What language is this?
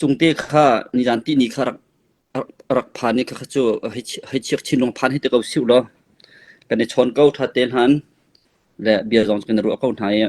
Hakha Chin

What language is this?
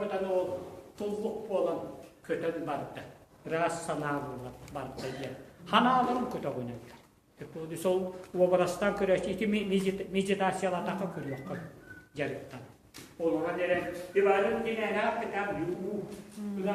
Yakut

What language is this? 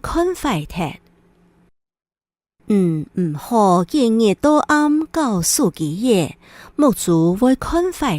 Hakka Chinese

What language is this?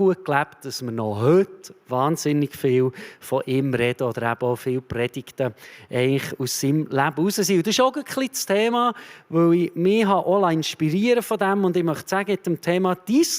Swiss German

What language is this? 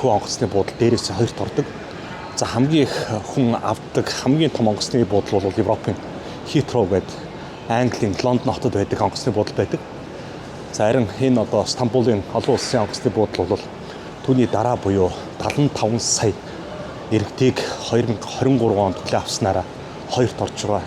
Mongolian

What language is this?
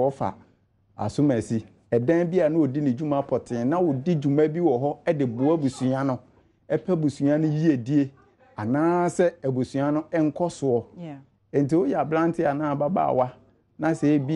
Akan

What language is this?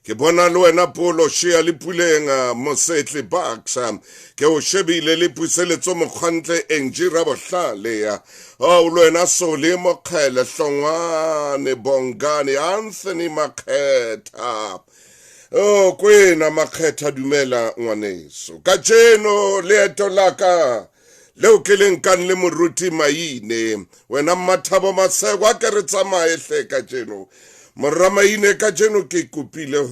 Southern Sotho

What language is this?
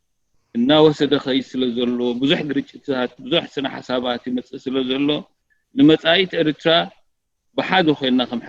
Tigrinya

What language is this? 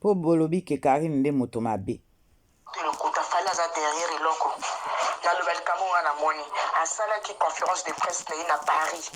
Lingala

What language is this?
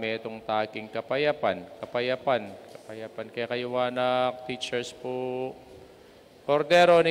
Pampanga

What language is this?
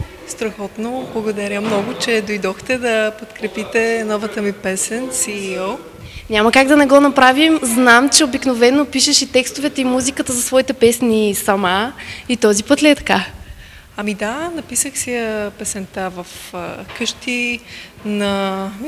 Bulgarian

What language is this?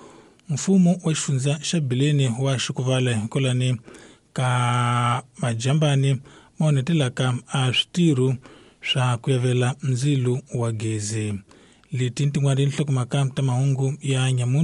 Tsonga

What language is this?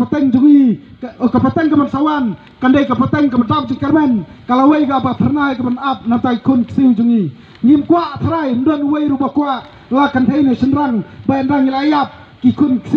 Khasi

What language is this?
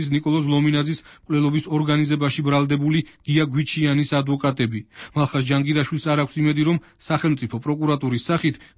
Georgian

